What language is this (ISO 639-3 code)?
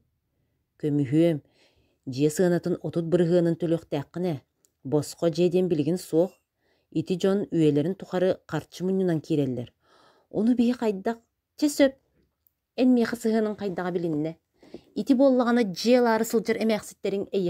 sah